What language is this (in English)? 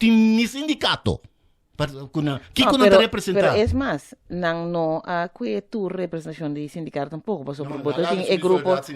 Papiamento